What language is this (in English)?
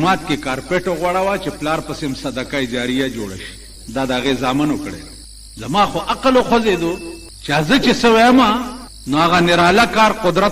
Pashto